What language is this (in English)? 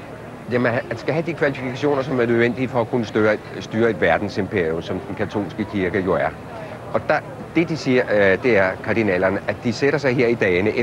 Danish